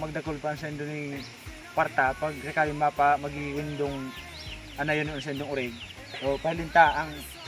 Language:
Bikol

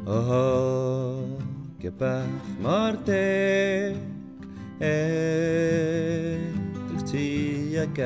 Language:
Welsh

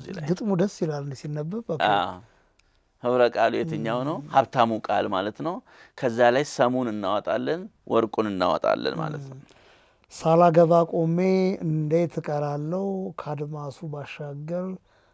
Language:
Amharic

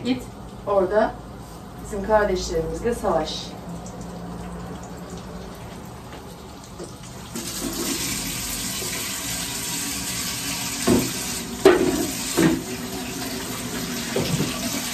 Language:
Turkish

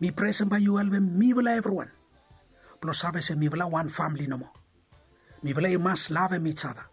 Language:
Bislama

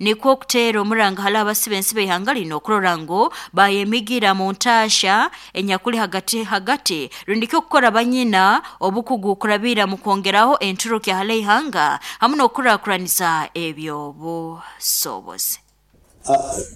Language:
Nyoro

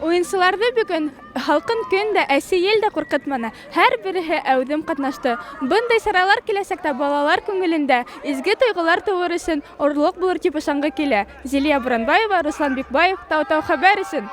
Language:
Bashkir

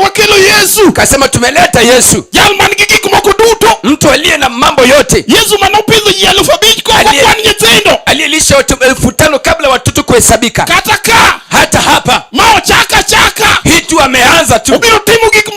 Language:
Luo (Kenya and Tanzania)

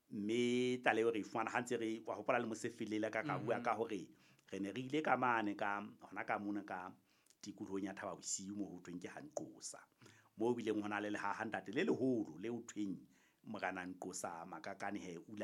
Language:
Southern Sotho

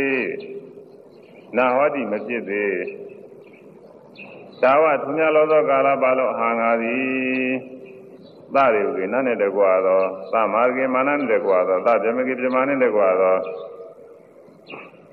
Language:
Burmese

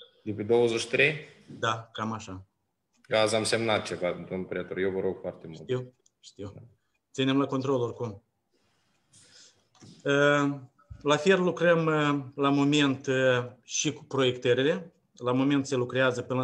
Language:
Romanian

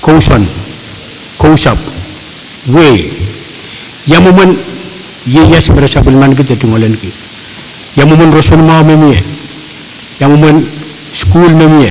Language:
Pohnpeian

